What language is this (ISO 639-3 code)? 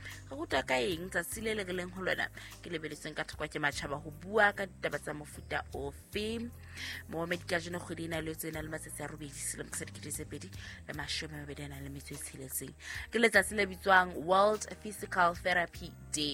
sot